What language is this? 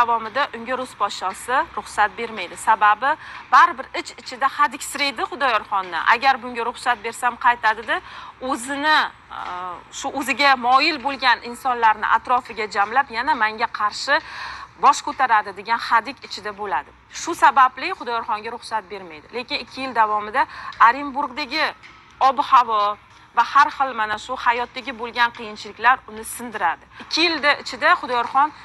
Uzbek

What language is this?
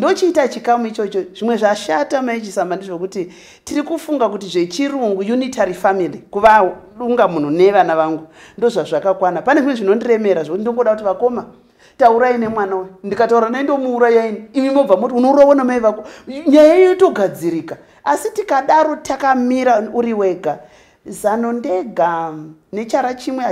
Shona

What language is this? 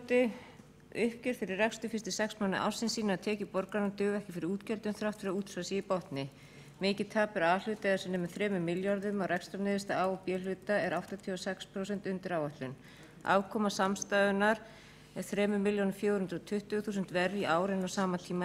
Icelandic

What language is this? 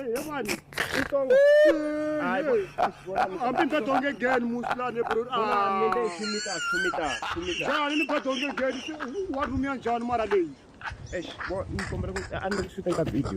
Tsonga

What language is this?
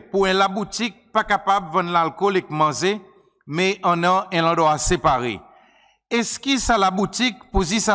Seselwa Creole French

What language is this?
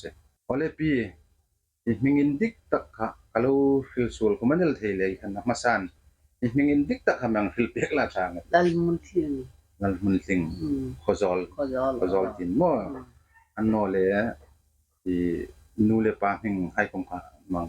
Hmar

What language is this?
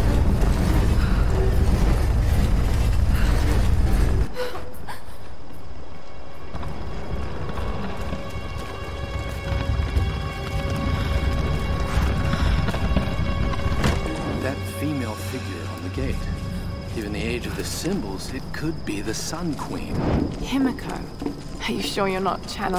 English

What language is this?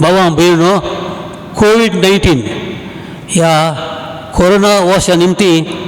Konkani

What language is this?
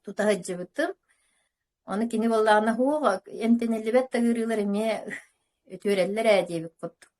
Yakut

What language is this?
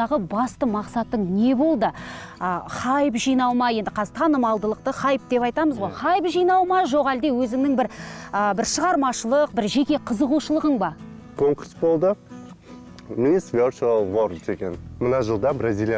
Kazakh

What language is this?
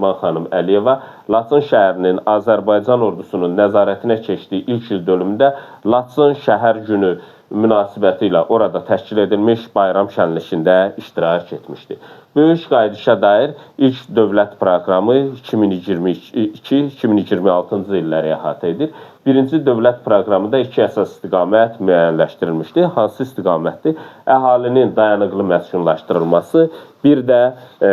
Azerbaijani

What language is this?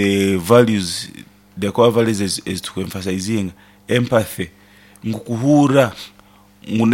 Nyoro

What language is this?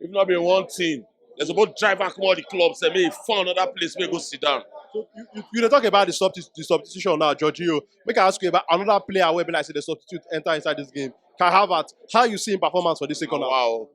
Nigerian Pidgin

